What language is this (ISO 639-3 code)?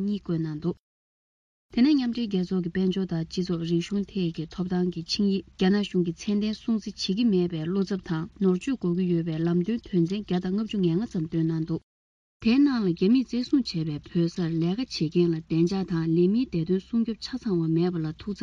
bod